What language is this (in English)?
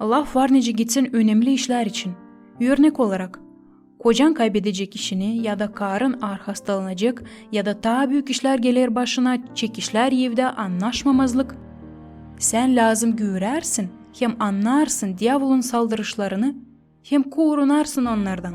Gagauz